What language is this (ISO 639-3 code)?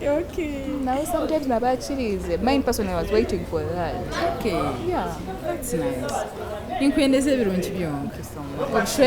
nyn